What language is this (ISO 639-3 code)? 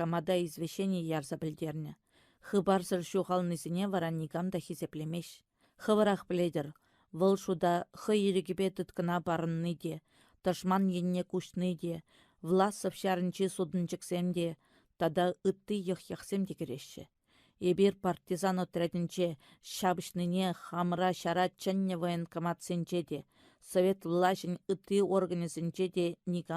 chv